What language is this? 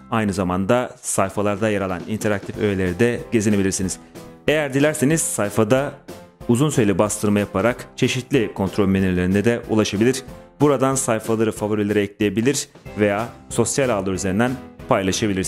Turkish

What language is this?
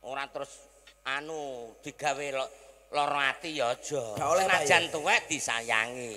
Javanese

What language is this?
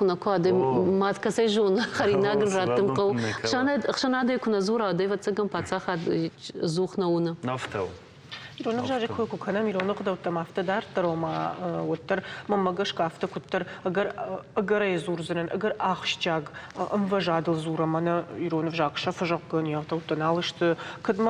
Ossetic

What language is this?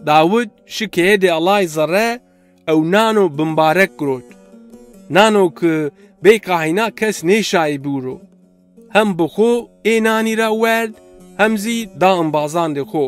Zaza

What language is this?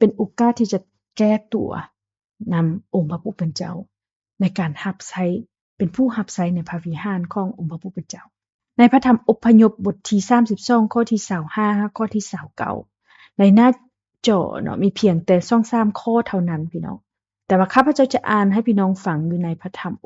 Lao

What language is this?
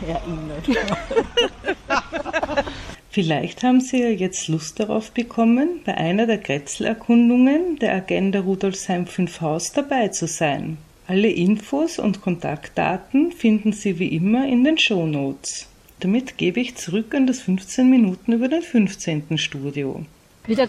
German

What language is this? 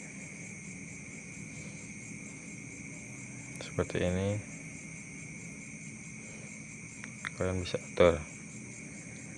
Indonesian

